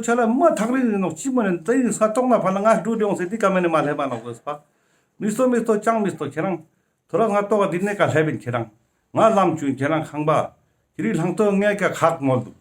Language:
Ladakhi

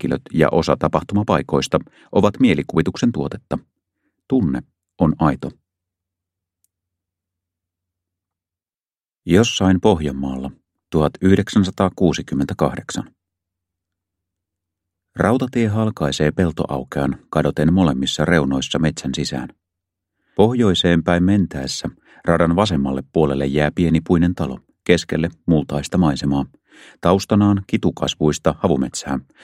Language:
Finnish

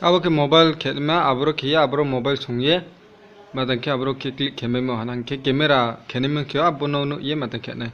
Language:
Riang (India)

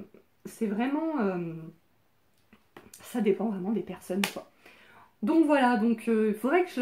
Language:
French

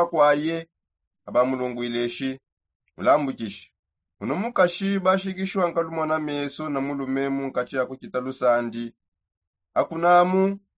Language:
Songe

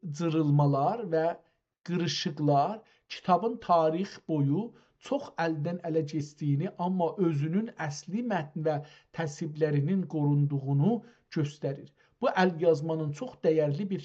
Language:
South Azerbaijani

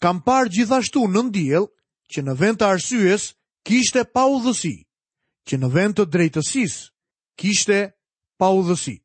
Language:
Albanian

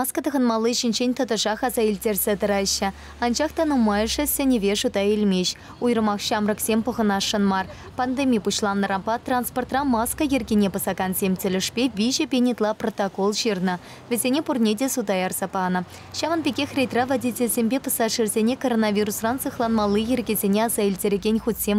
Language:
Chuvash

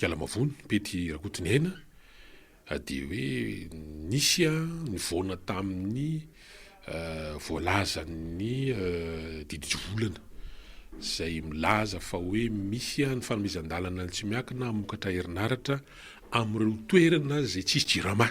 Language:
Malagasy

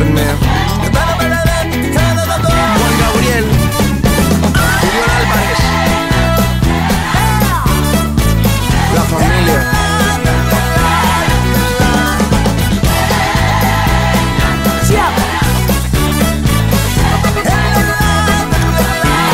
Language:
Spanish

